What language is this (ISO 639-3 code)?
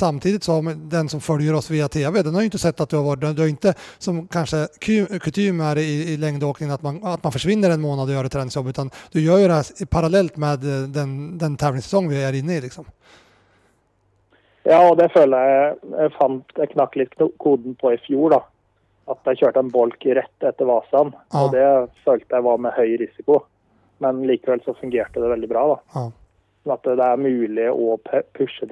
swe